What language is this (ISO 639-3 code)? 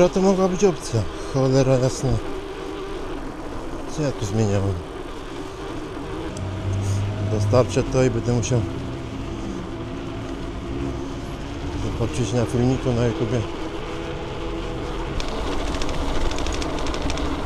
pol